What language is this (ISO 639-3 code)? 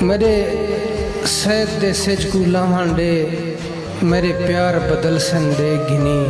skr